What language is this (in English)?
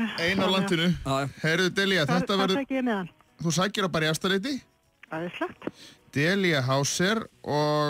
Icelandic